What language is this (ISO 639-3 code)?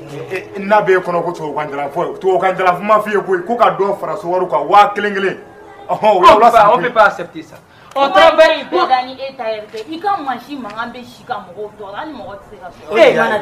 bam